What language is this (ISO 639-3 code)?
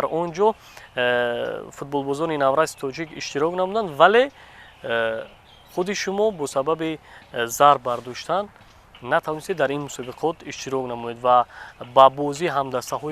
tgk